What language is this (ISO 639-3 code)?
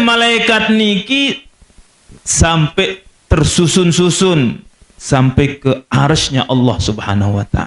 sas